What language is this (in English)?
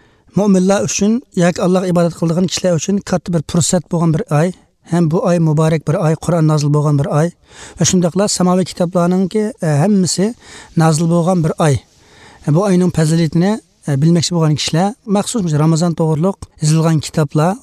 Uyghur